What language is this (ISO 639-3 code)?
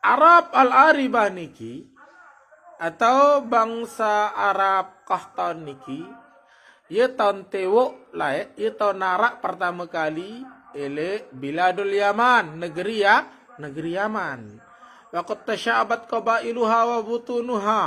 sas